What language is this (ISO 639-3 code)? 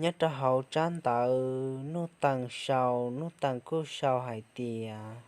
hmn